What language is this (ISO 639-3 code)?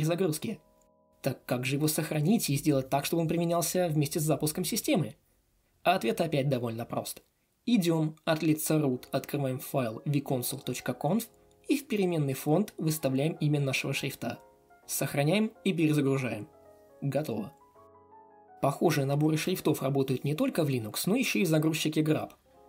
rus